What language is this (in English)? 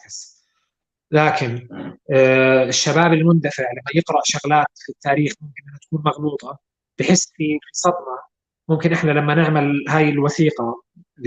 North Levantine Arabic